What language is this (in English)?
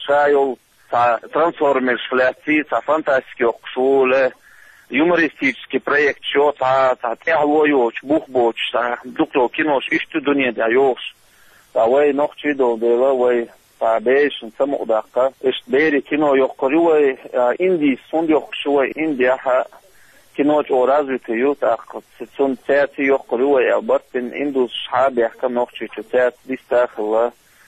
Chechen